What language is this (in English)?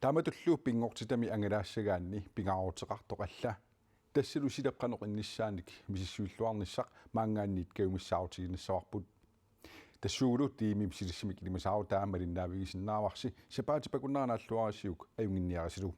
Kalaallisut